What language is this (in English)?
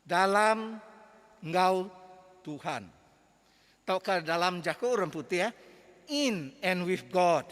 Iban